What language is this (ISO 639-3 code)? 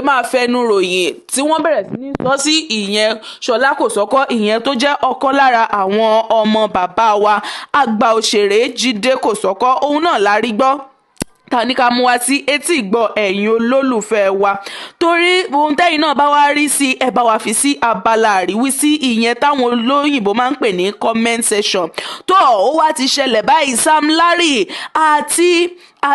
yor